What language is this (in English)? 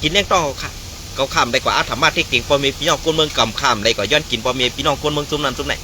Shan